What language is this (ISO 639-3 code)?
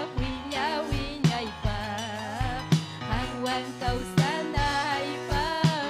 quy